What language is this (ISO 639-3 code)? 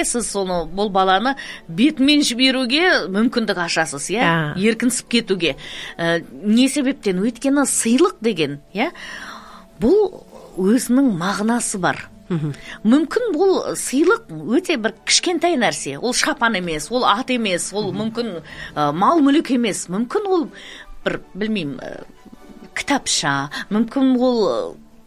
kaz